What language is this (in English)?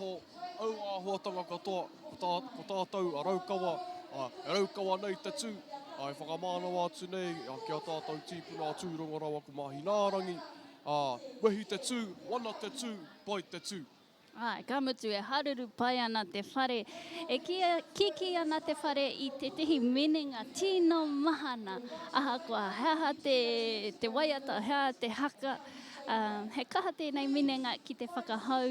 Māori